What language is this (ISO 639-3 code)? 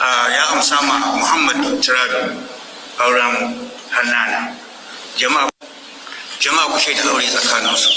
hau